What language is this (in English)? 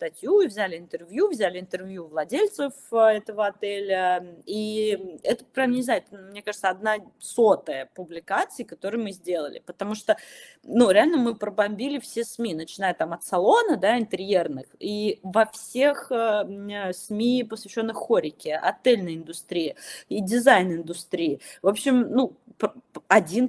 Russian